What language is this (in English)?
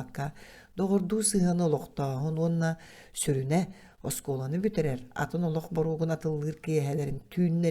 Yakut